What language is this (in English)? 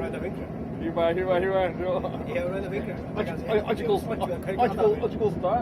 Faroese